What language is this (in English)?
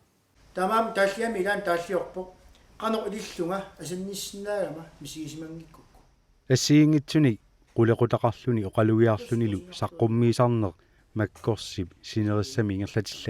Kalaallisut